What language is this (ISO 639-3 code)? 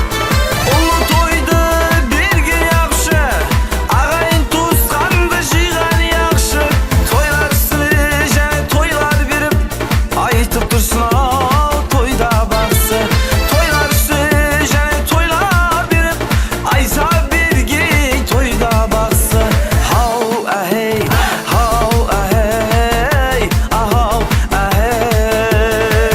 kaa